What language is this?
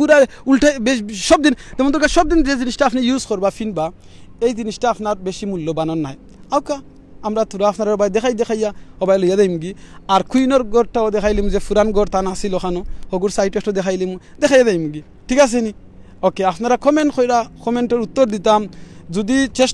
Sylheti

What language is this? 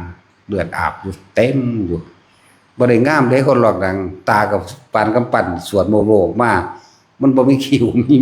Northeastern Thai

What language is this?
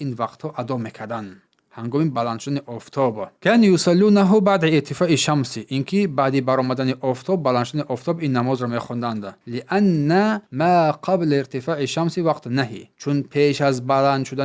Tajik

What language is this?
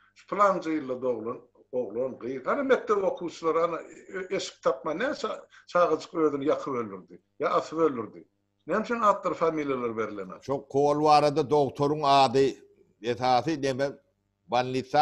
Turkmen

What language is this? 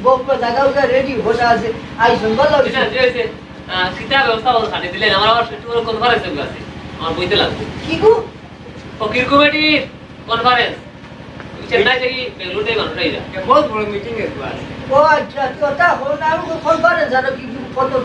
Sylheti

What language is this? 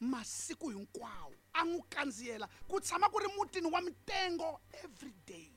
Tsonga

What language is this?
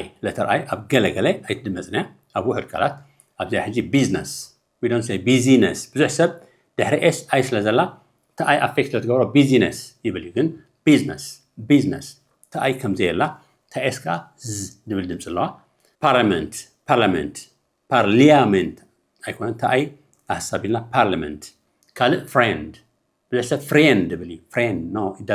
Tigrinya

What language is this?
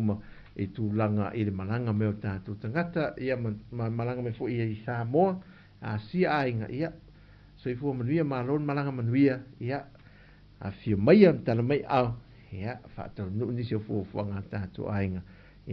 Samoan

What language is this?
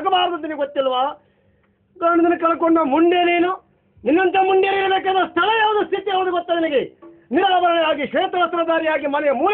Kannada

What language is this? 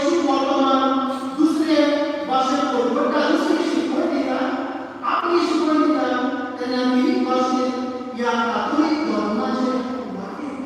Konkani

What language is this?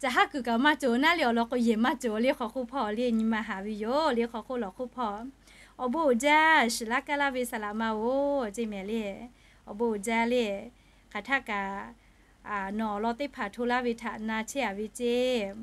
Lahu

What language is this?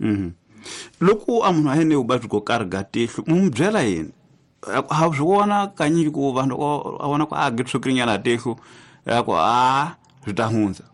Tsonga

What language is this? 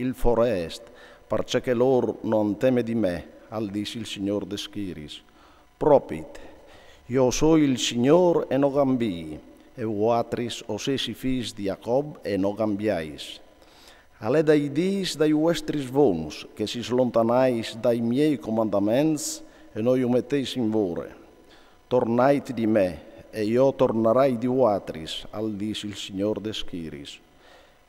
Friulian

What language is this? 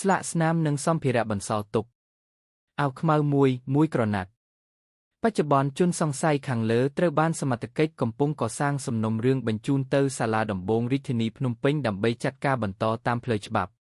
Khmer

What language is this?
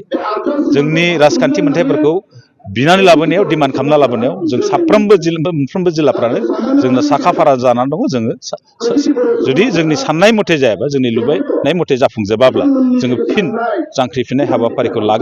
Bodo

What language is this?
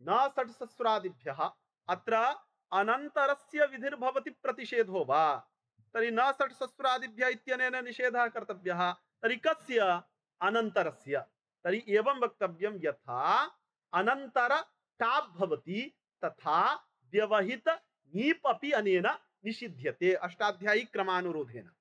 Sanskrit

